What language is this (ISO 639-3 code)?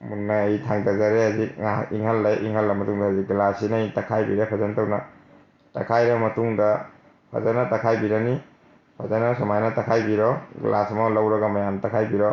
mni